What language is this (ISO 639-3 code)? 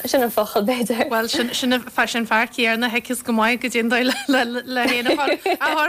gle